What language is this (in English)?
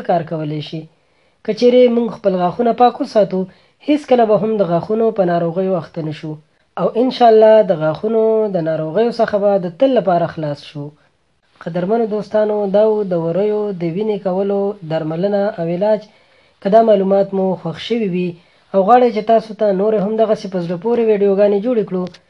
Pashto